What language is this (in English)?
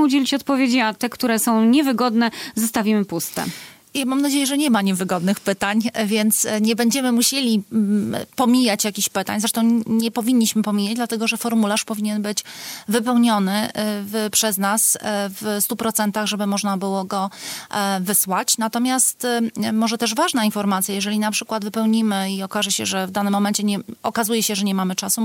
Polish